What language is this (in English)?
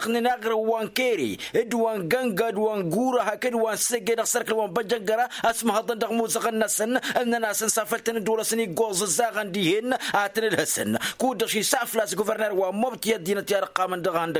Tamasheq